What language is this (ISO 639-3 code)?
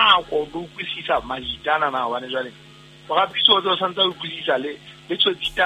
sot